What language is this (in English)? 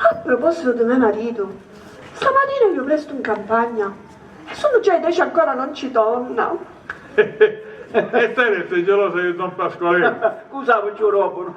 Sicilian